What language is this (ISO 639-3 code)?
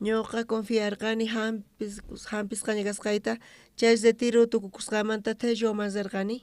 quh